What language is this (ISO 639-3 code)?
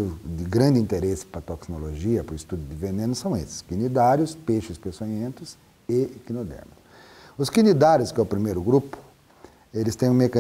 por